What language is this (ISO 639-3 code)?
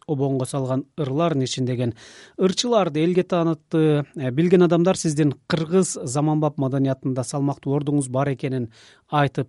kir